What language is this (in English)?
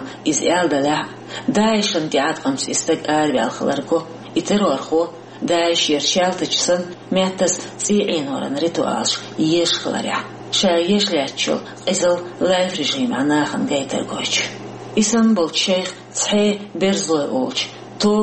Chechen